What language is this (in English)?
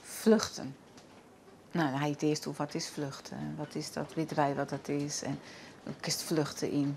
Western Frisian